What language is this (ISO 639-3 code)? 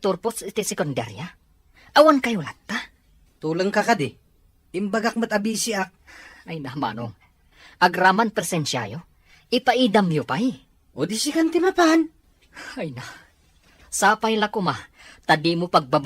ilo